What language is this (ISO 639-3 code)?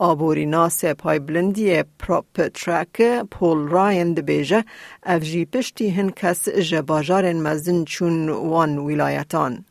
kur